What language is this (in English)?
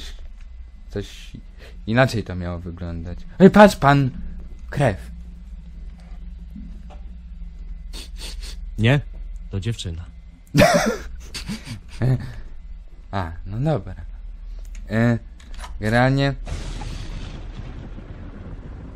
Polish